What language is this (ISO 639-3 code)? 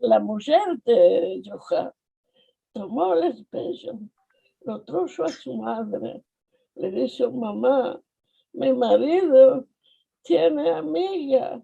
lad